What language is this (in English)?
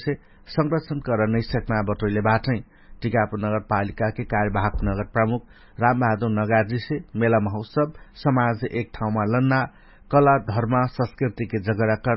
Dangaura Tharu